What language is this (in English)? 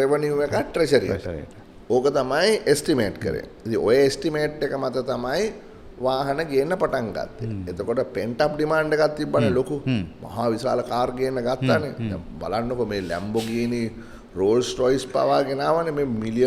Sinhala